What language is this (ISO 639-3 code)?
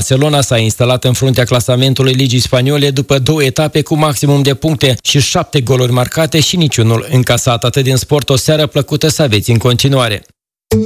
ron